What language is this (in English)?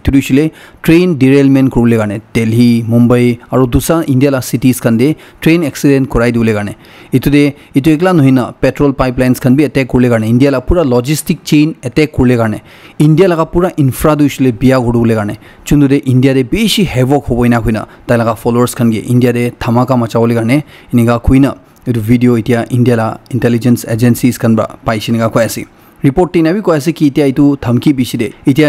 Naga Pidgin